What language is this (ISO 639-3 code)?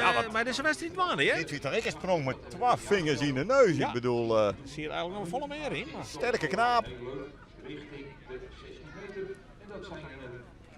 fry